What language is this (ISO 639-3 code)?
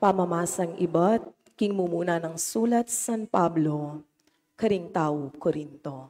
pam